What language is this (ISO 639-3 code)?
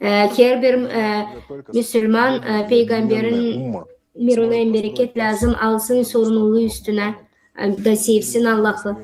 gag